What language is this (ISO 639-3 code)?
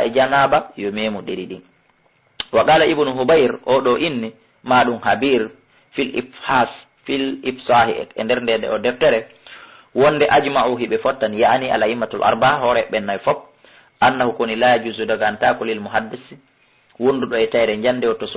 ful